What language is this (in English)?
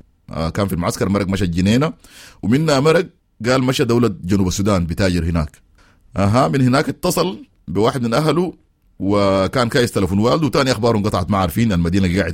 Sudanese Arabic